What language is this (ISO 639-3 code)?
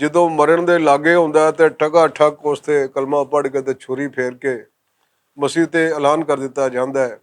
lah